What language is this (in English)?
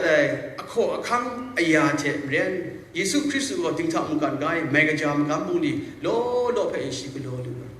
Kachin